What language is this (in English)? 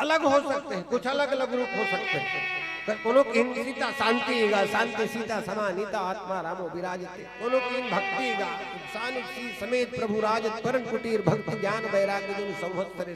Chhattisgarhi